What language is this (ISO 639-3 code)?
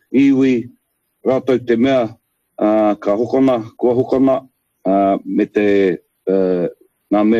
mri